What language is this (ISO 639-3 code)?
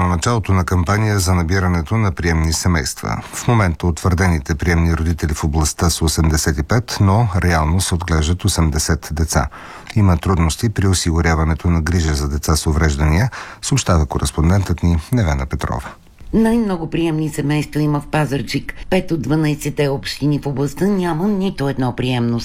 bul